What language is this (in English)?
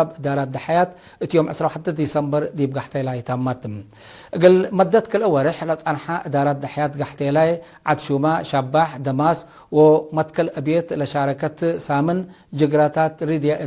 Tigre